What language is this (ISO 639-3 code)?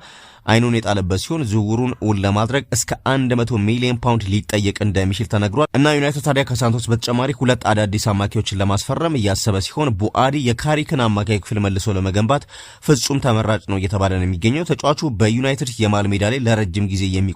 amh